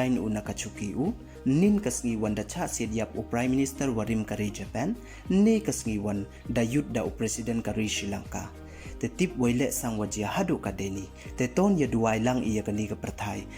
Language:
Pnar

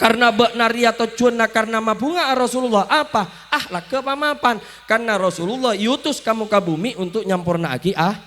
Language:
Madurese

